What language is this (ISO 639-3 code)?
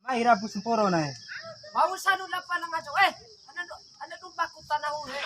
bhp